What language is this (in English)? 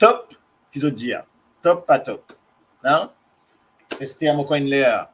Morisyen